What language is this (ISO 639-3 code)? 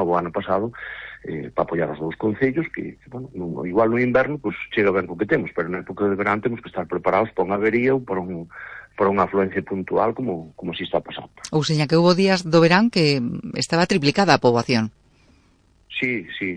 glg